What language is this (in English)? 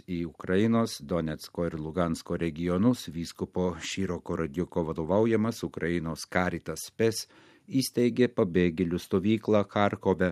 Lithuanian